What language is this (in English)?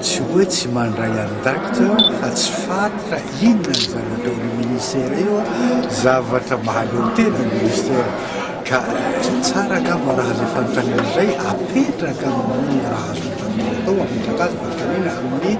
Malagasy